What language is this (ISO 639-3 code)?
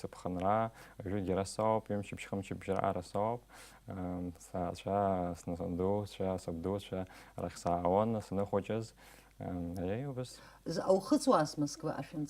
abk